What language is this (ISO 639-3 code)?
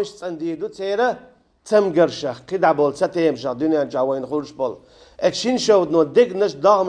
che